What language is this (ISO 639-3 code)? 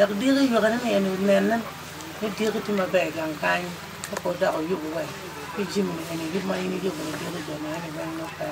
ach